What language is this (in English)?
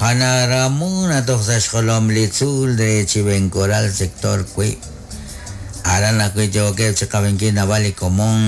Kekchí